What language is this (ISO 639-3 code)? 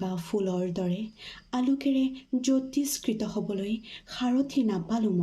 asm